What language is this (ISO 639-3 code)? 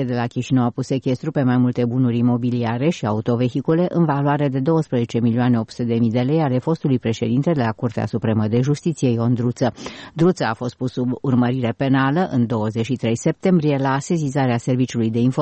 ron